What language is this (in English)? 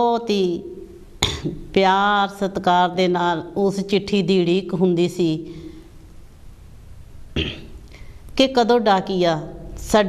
Punjabi